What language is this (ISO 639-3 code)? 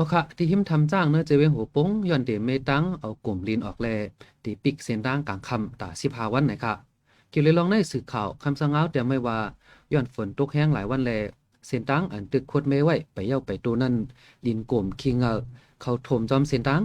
shn